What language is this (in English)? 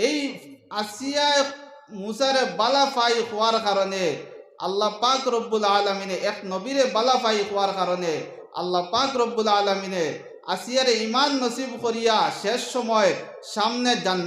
Sylheti